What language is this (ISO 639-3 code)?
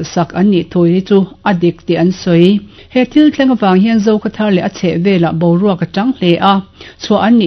lus